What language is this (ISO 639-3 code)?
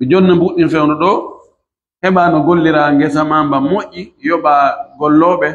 fuf